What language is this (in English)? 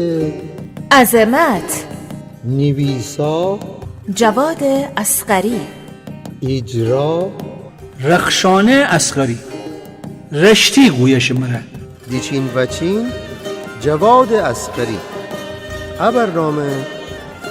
Gilaki